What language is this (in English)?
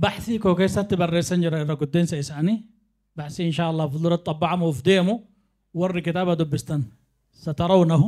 Oromo